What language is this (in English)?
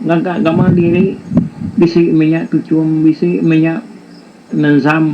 Iban